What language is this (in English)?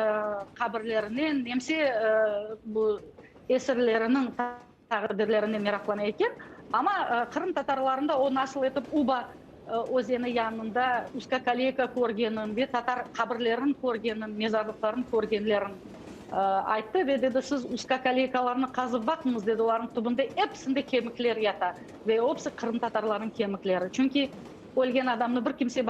Crimean Tatar